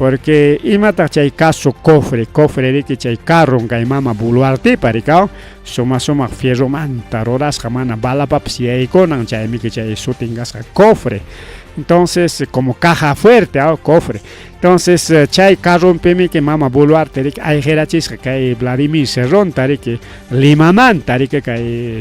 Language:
Ayacucho Quechua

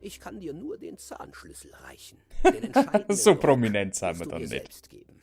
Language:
Bavarian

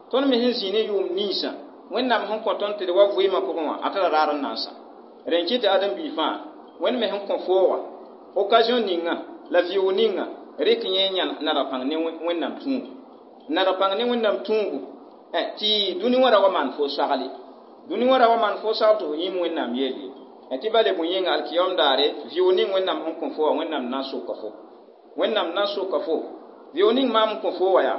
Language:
Mossi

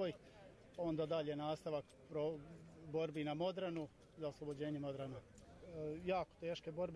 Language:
Bosnian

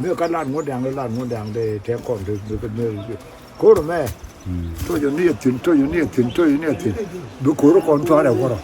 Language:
Nuer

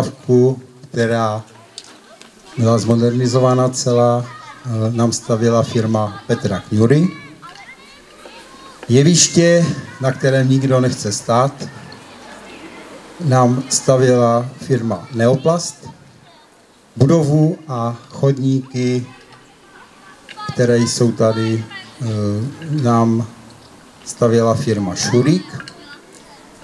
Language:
Czech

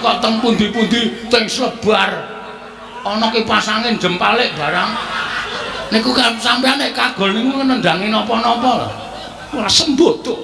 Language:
Javanese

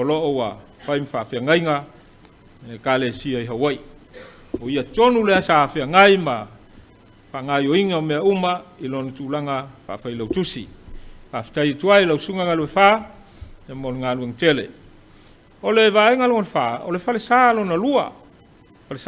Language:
Samoan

